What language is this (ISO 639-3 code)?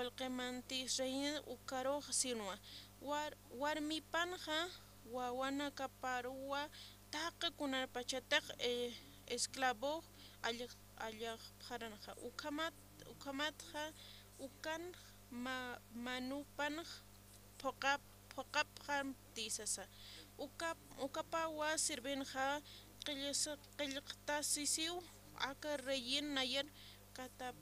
aym